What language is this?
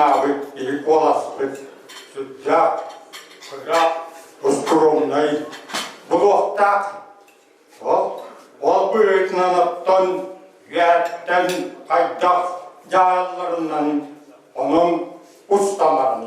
Yakut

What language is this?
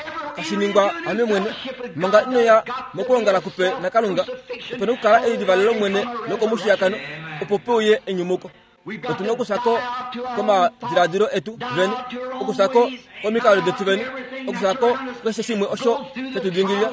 Kuanyama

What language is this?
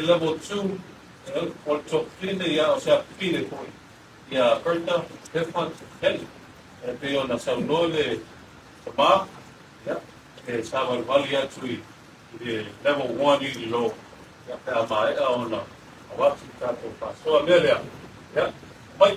Samoan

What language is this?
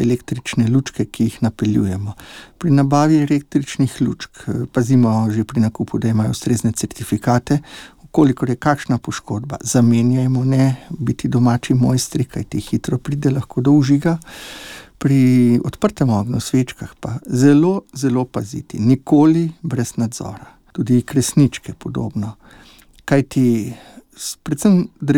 Slovenian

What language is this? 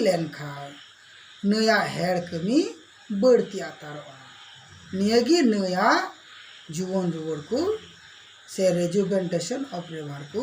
Santali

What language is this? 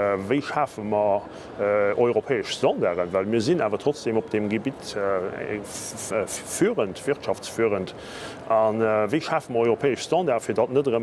Luxembourgish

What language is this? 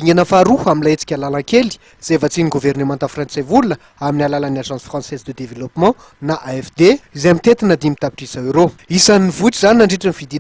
Malagasy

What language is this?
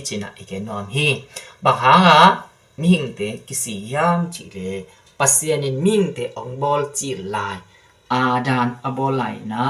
Tedim Chin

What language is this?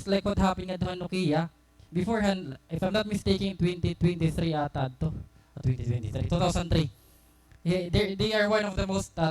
Waray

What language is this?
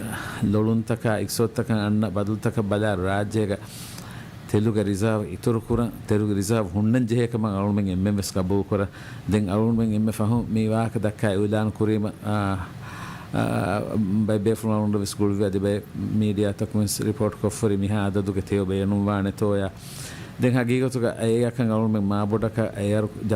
Divehi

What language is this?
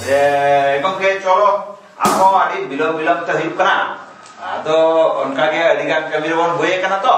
Santali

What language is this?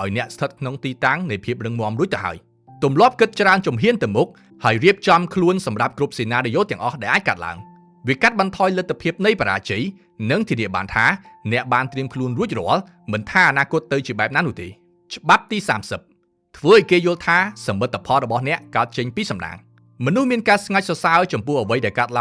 Khmer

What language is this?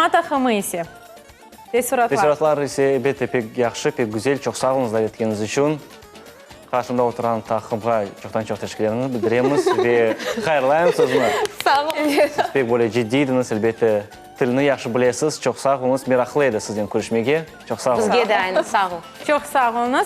Crimean Tatar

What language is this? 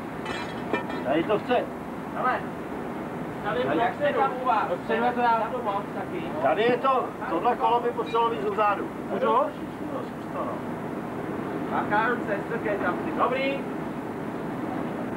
Czech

